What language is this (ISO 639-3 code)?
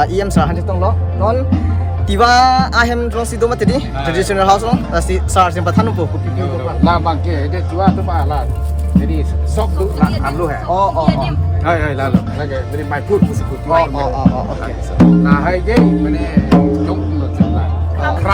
mjw